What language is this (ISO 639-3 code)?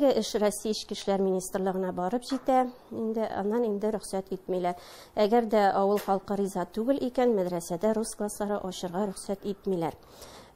tat